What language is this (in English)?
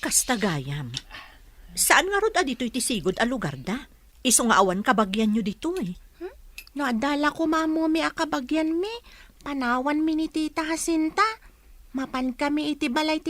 Iloko